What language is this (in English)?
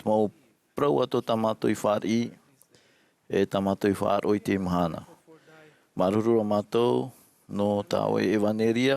Tahitian